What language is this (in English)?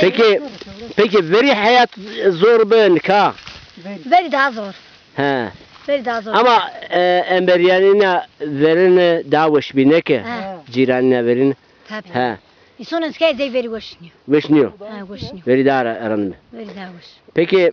Zaza